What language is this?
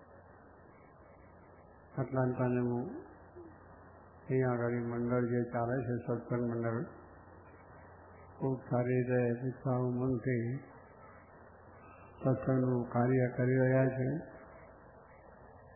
Gujarati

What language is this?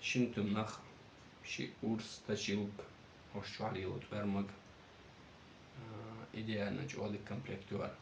Chechen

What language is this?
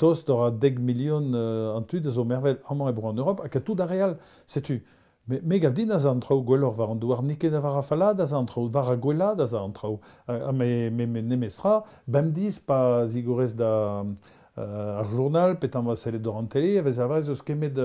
Breton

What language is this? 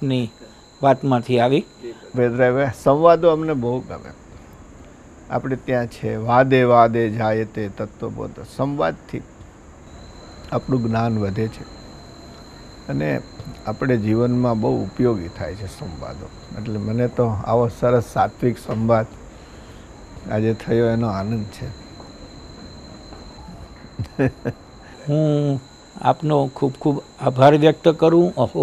Gujarati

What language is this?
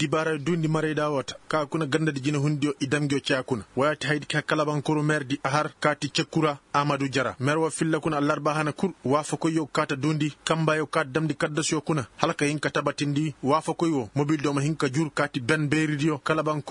Koyraboro Senni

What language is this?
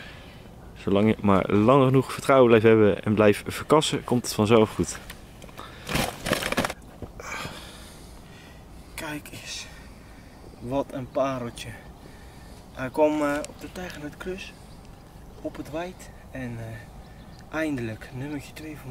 Dutch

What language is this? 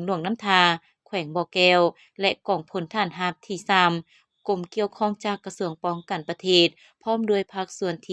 Lao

